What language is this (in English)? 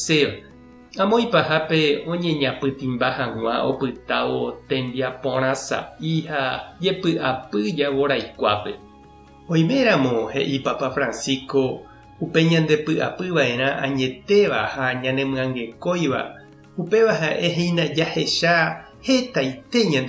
Guarani